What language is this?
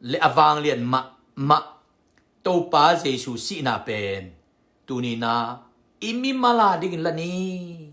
Tedim Chin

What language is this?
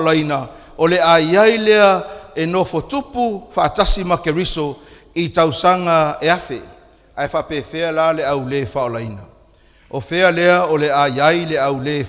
Samoan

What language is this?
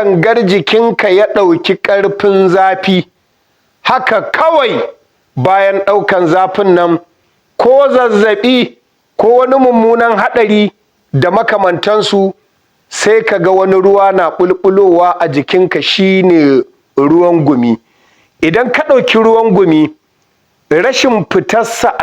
Hausa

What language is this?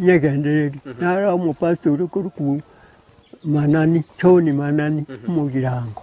Gusii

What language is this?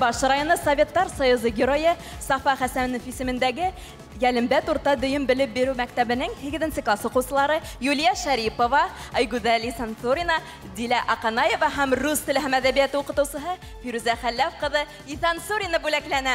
Bashkir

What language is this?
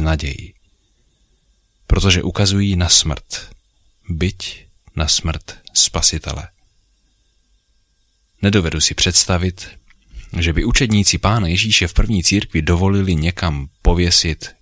Czech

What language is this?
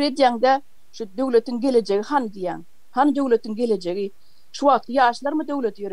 Turkmen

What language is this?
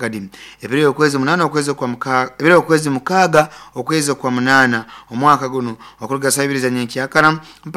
Nyoro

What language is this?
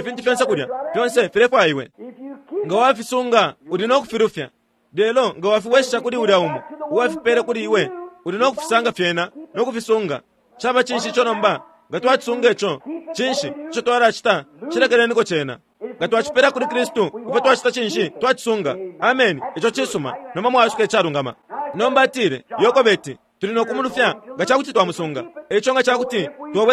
Bemba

